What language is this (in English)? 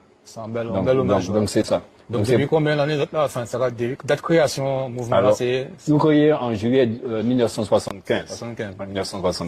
Guadeloupean Creole French